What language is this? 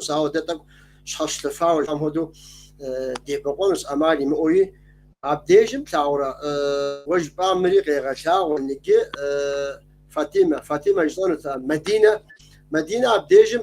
Kabardian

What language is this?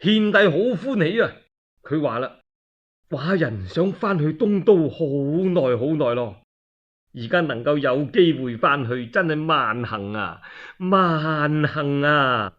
Cantonese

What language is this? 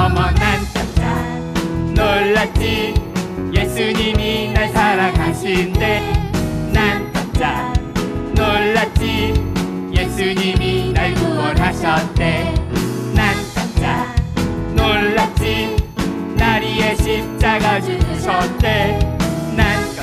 Korean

